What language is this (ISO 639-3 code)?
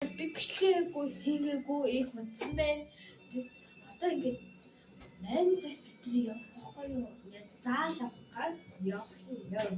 mon